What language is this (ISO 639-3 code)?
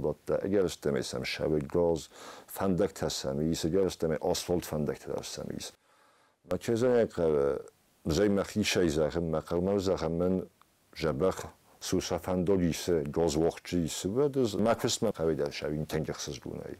oss